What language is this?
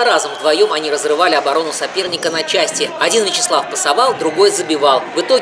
Russian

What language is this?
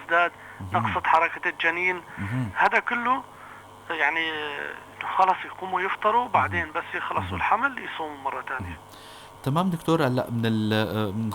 North Levantine Arabic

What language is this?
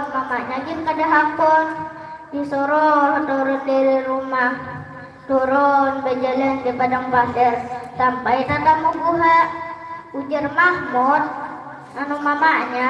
Banjar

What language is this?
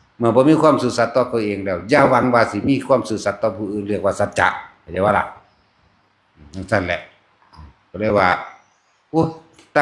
Northeastern Thai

